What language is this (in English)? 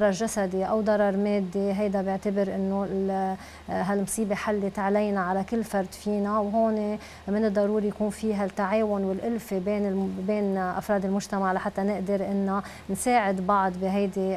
North Levantine Arabic